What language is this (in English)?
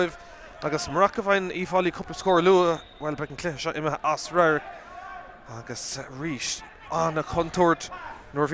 Irish